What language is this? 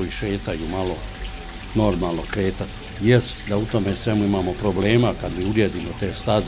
Bosnian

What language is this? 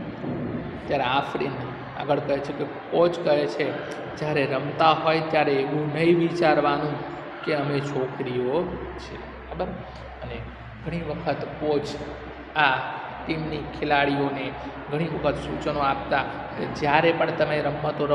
Gujarati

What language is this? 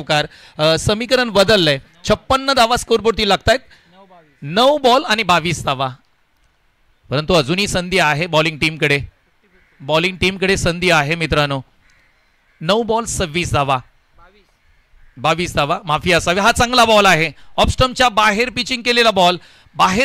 Marathi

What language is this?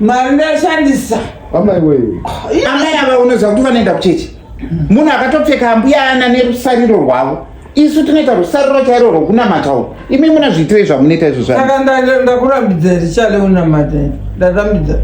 Shona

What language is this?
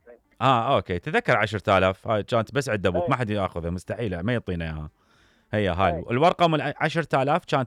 Mesopotamian Arabic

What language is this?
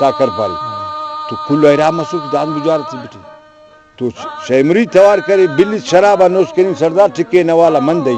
Brahui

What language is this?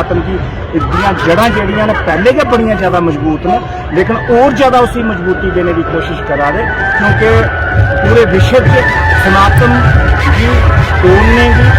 Dogri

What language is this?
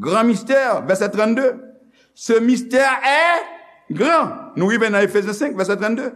Haitian Creole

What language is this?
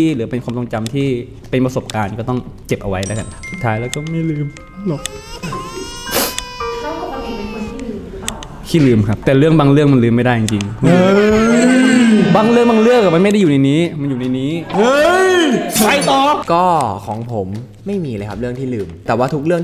Thai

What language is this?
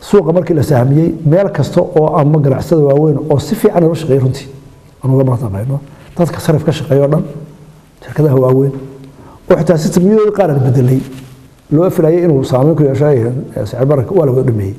Somali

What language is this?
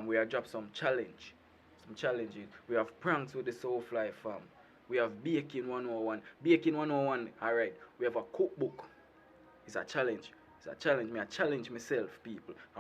Jamaican Creole English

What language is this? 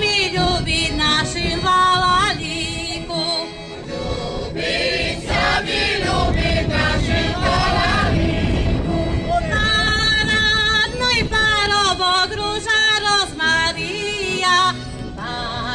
Rusyn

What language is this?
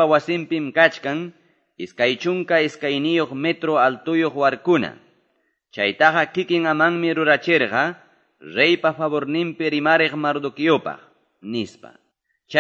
Quechua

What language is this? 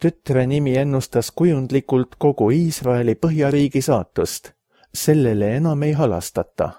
Estonian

